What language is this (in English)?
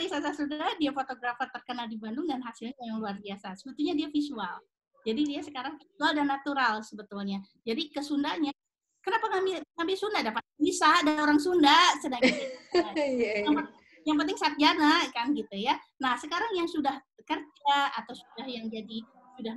Indonesian